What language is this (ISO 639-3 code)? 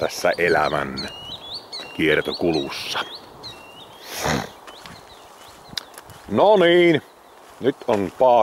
fin